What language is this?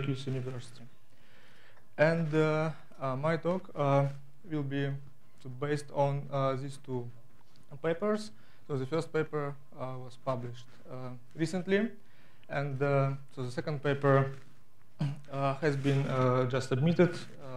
English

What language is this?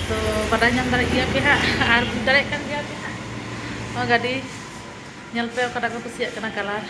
Santali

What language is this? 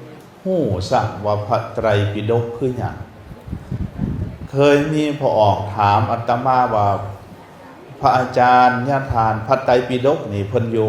Lao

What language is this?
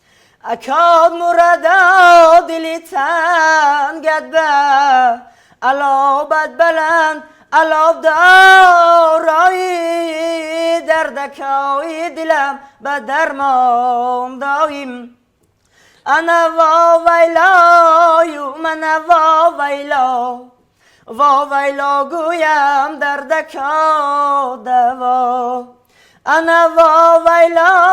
Tajik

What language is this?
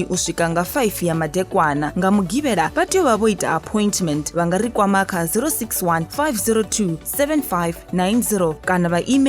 Venda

